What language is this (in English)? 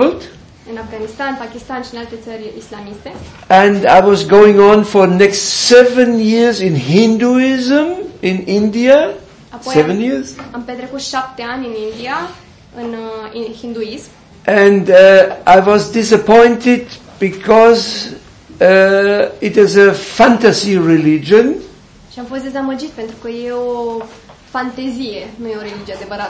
Romanian